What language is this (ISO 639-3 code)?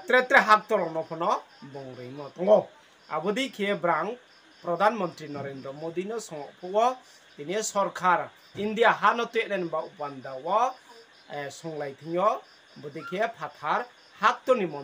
ria